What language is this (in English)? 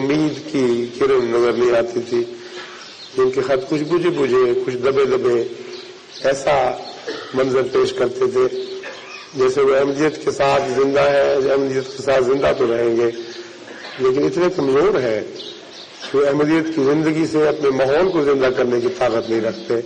Urdu